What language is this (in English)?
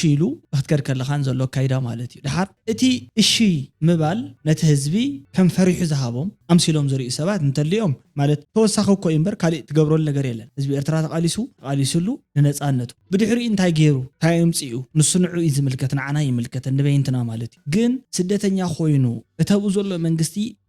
Tigrinya